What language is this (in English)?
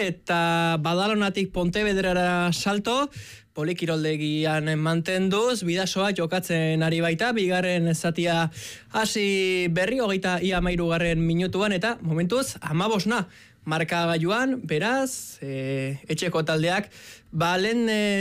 Basque